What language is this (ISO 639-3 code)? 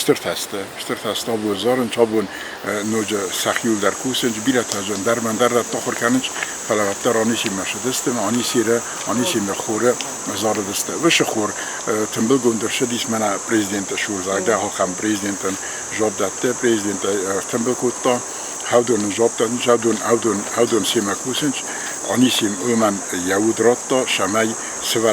oss